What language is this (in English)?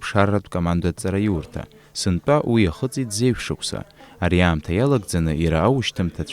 Abkhazian